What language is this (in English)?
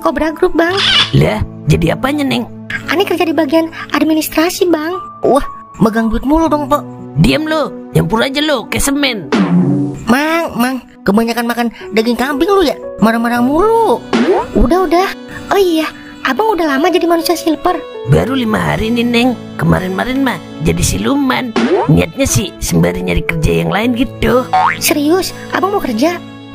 Betawi